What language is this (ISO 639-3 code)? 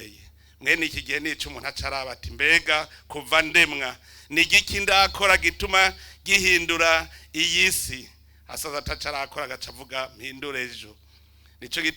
run